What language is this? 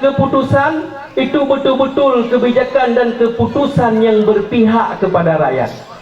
Achinese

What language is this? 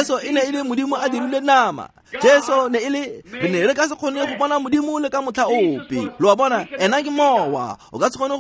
Tswana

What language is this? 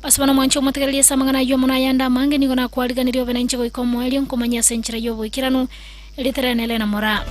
Gusii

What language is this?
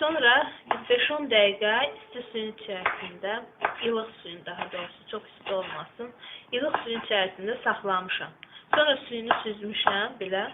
Azerbaijani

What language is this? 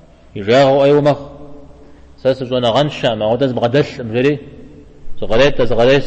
Kabardian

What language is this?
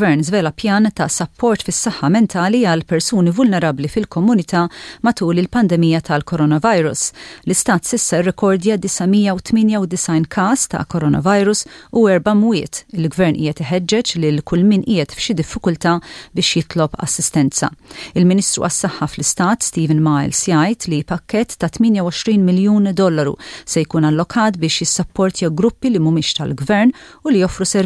Maltese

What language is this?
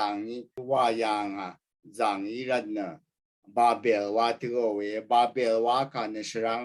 Rawang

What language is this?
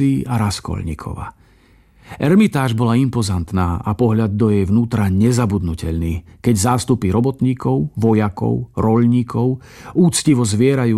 Slovak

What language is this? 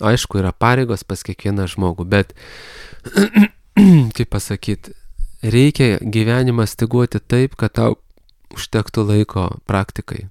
Lithuanian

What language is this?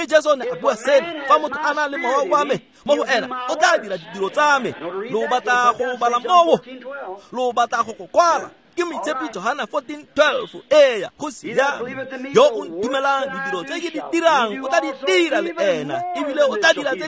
Tswana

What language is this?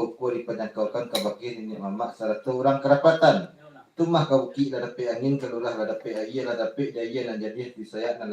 Minangkabau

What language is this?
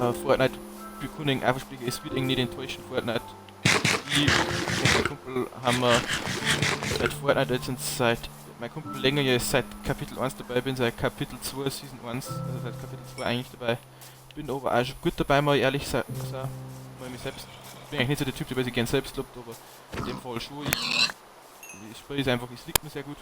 Bavarian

